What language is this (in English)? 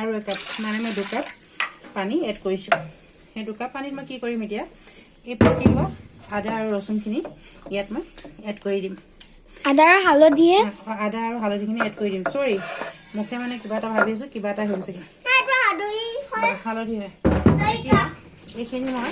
Assamese